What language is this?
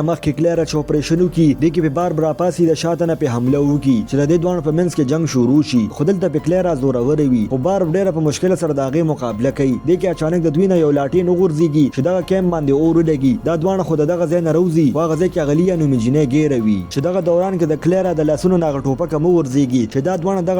Pashto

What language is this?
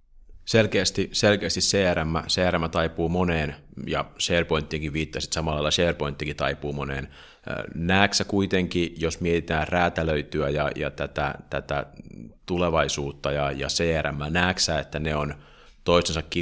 Finnish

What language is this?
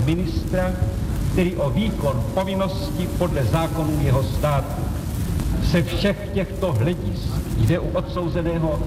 Czech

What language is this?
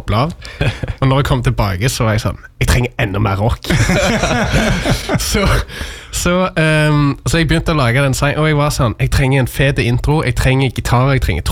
Norwegian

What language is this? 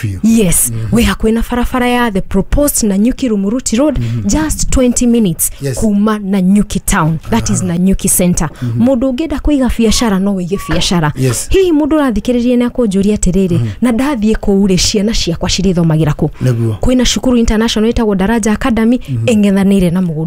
Kikuyu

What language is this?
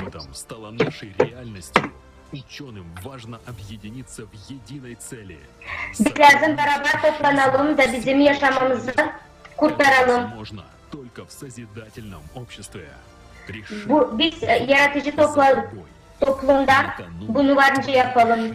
Gagauz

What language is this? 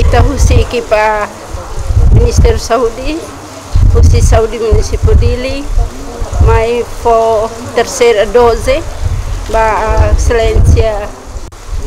Tetum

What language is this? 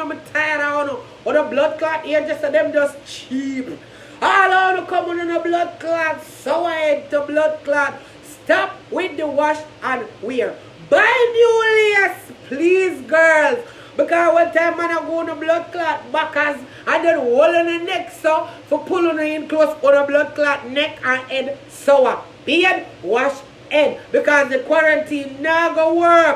Jamaican Creole English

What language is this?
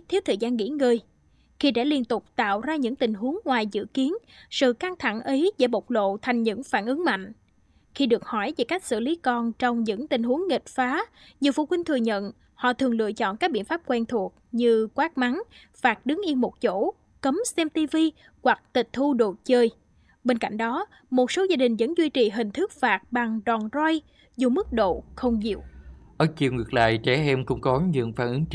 Vietnamese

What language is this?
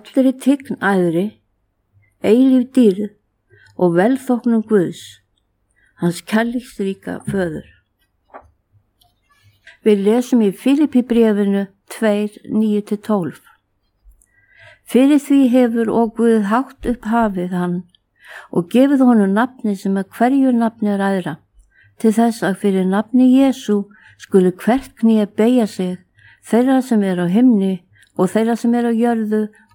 Icelandic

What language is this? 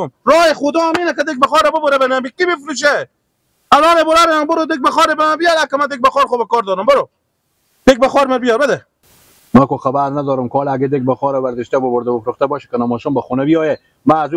Persian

